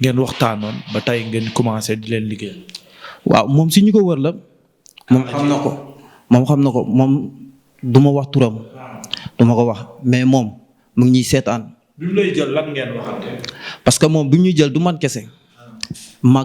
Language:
Wolof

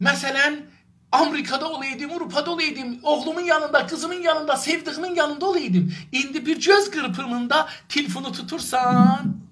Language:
South Azerbaijani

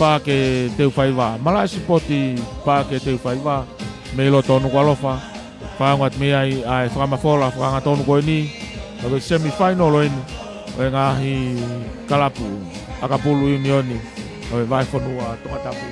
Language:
Tongan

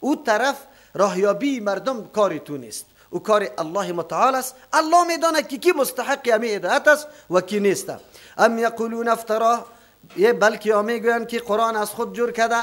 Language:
Persian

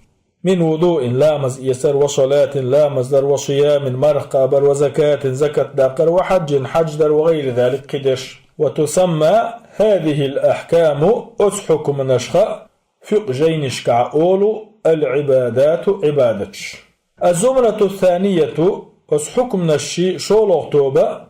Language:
Chechen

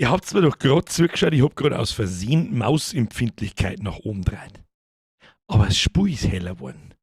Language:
Bavarian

